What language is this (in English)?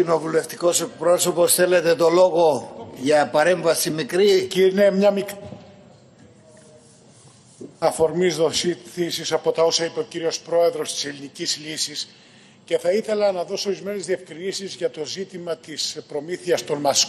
Greek